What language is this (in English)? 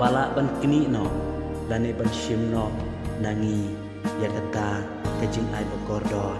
Khasi